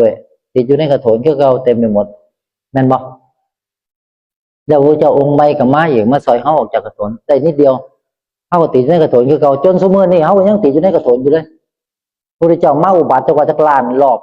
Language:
Northeastern Thai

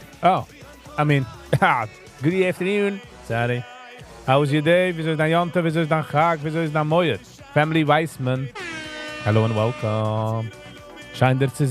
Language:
Yiddish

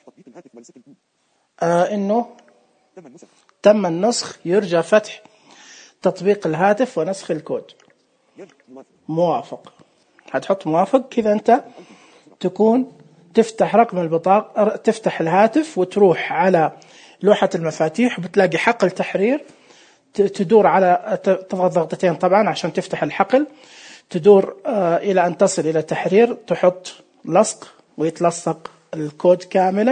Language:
Najdi Arabic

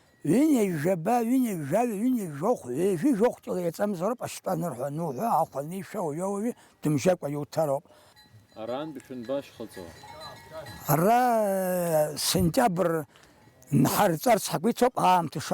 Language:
Abkhazian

